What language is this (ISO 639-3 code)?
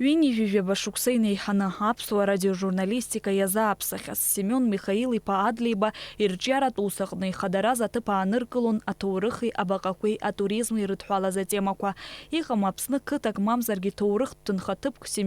abk